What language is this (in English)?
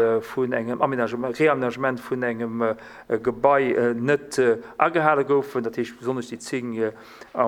Luxembourgish